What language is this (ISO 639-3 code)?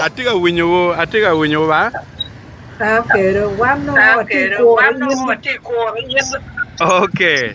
ach